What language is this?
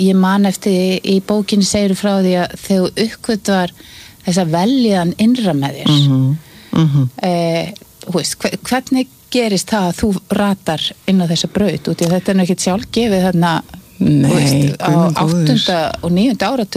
Icelandic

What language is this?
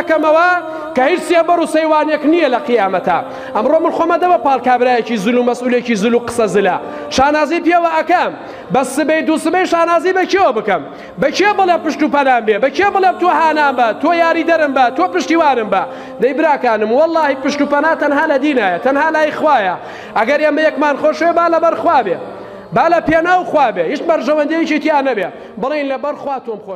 Central Kurdish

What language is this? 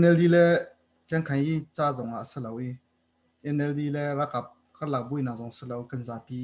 Hakha Chin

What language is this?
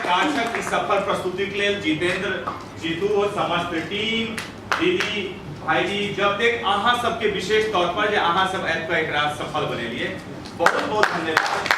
Maithili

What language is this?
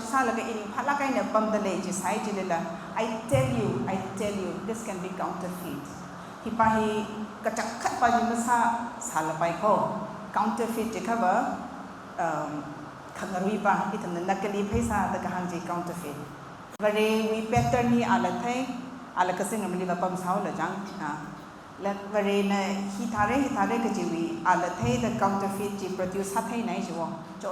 Tangkhul Naga (India)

